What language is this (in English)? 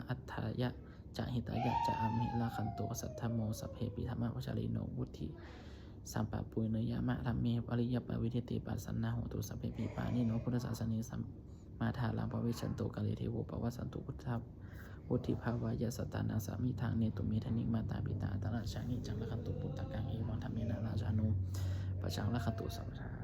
Pali